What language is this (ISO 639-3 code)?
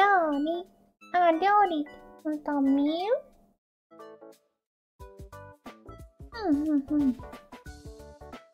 jpn